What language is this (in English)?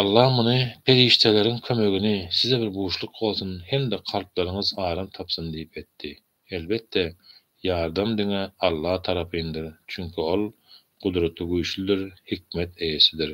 Turkmen